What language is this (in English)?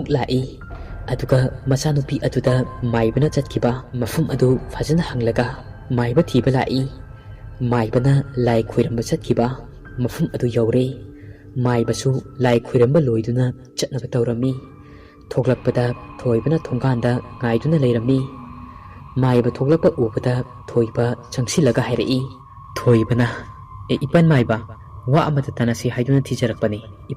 Manipuri